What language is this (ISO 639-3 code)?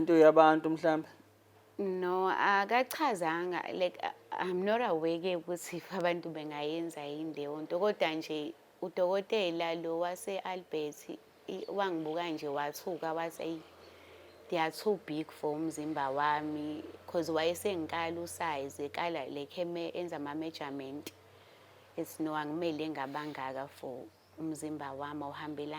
zul